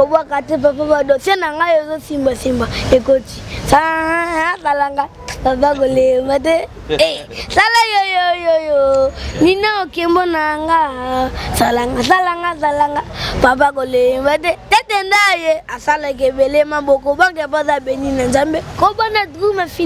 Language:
Lingala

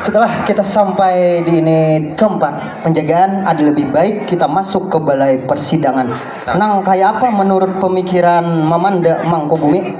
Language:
Banjar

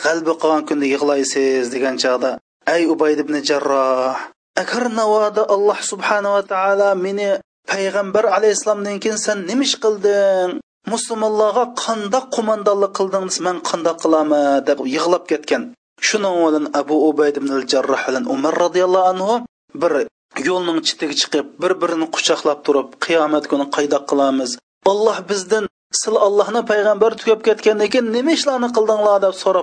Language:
Uyghur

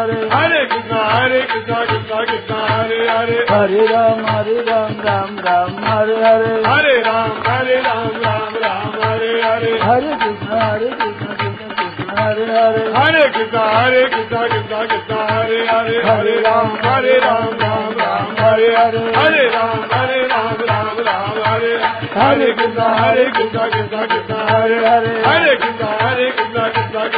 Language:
Hindi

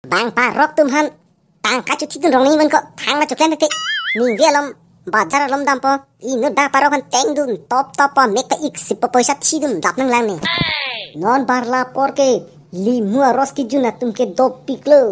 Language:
Karbi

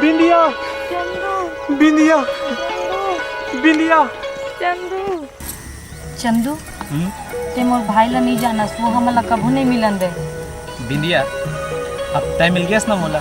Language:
Chhattisgarhi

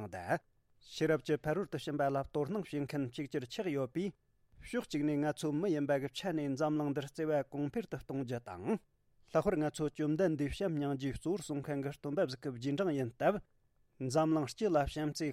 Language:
Tibetan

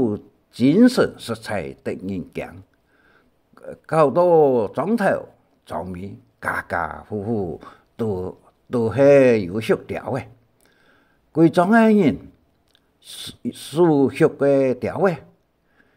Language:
Hakka Chinese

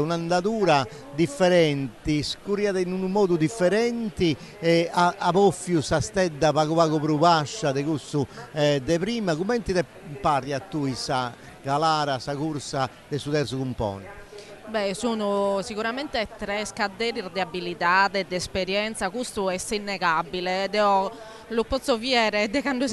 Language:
Sardinian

